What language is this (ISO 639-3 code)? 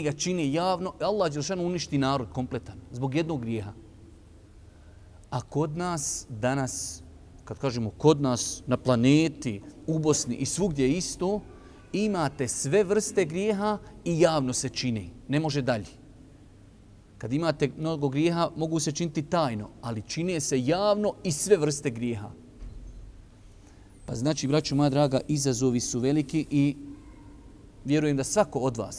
bos